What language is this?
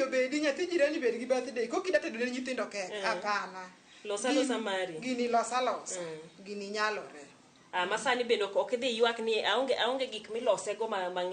Luo (Kenya and Tanzania)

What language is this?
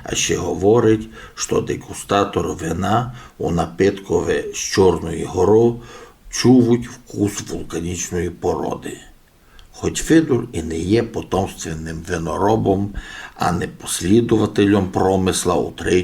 Rusyn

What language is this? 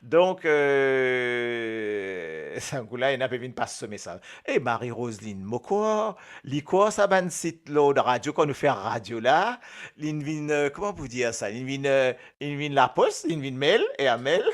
Morisyen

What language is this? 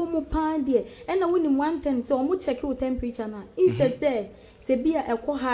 Akan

